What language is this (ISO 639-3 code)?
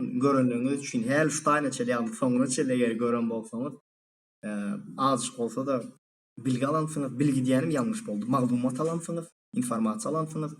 tuk